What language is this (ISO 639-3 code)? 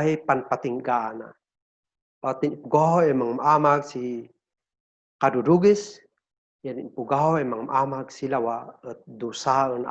kne